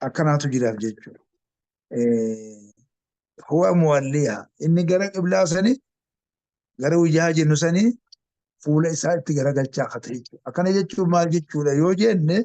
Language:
Oromo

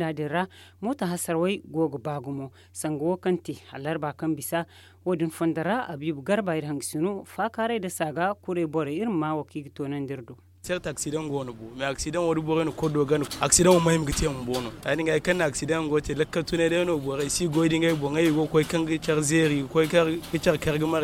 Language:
Zarma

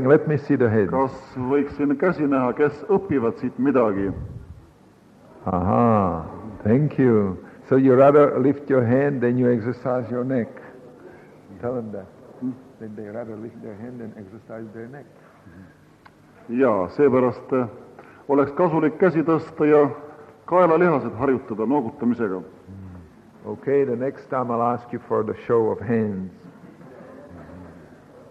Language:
Estonian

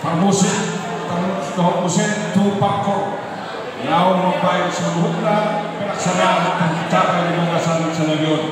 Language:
Batak Toba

